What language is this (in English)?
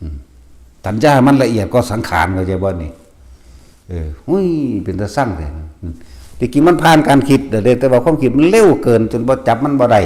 Northeastern Thai